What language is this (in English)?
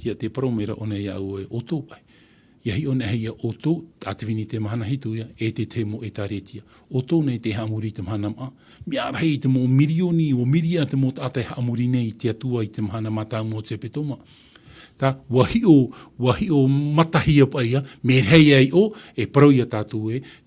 Tahitian